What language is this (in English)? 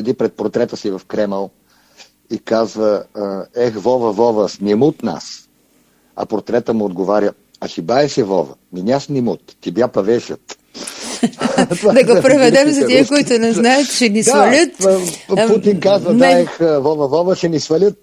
Bulgarian